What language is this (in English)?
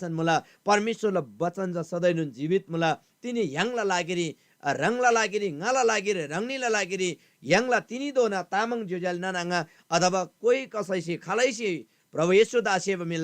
Eastern Tamang